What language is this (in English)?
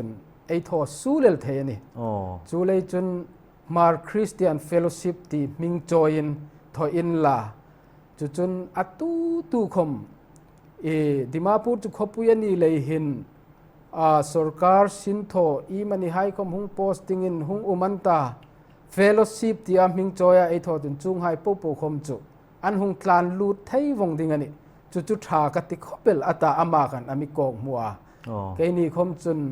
Hmar